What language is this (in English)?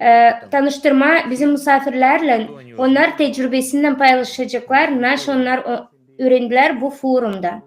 Gagauz